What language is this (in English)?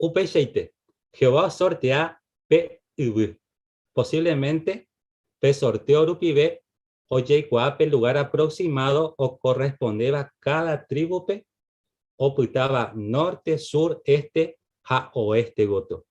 Guarani